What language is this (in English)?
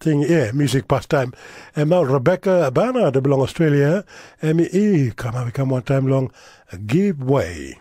Tok Pisin